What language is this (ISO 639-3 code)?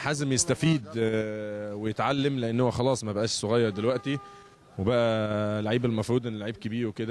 arz